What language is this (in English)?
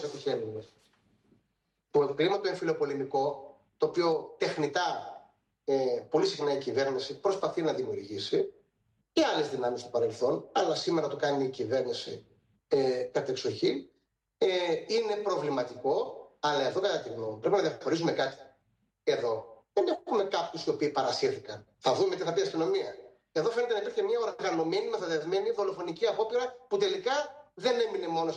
Greek